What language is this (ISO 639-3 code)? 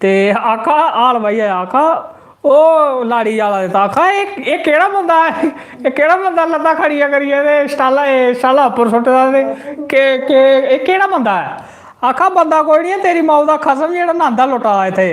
doi